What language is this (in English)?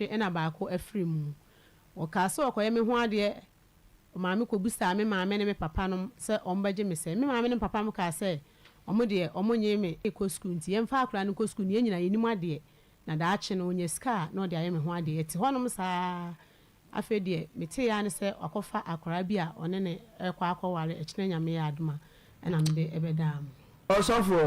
Akan